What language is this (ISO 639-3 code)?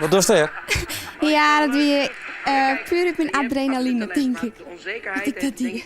fry